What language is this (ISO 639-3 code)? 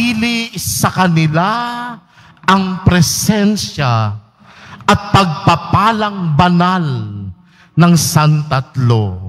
fil